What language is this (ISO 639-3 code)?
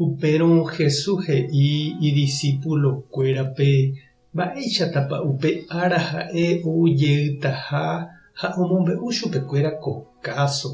grn